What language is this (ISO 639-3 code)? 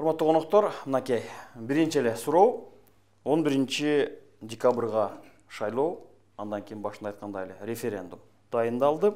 kir